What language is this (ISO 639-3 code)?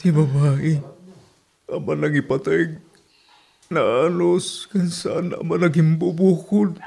ilo